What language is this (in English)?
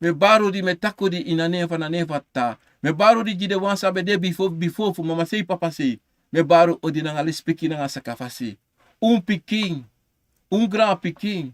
Sranan Tongo